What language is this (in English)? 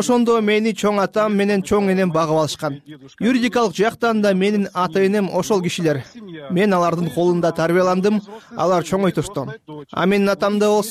Kyrgyz